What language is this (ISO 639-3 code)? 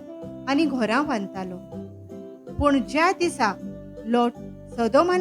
kok